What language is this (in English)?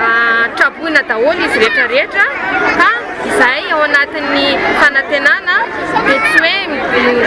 Malagasy